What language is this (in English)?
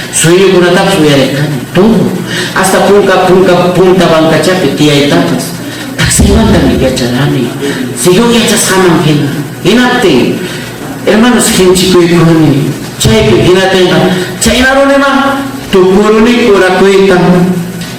Ayacucho Quechua